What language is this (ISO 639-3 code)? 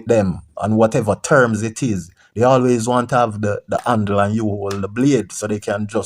jam